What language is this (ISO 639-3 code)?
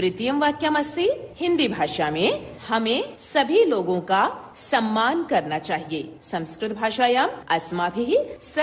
san